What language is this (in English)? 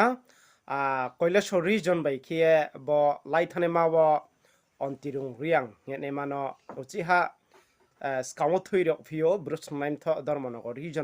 Riang (India)